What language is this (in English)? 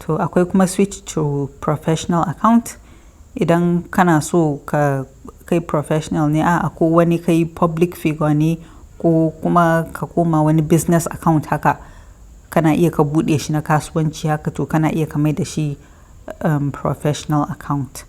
Hausa